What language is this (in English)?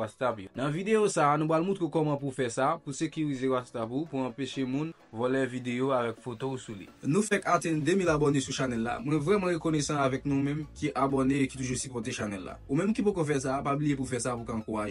Haitian Creole